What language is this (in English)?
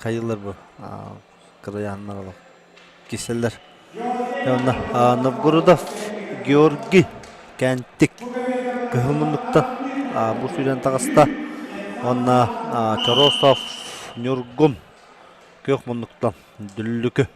Yakut